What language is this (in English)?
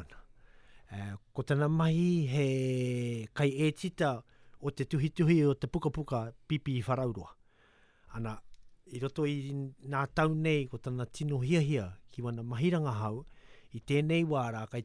Latvian